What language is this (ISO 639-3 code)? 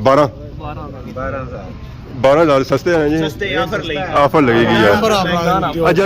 phr